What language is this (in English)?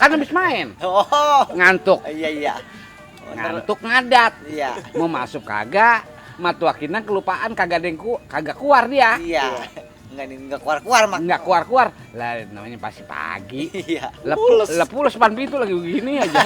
Betawi